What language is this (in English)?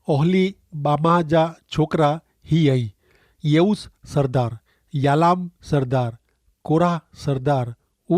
Kachhi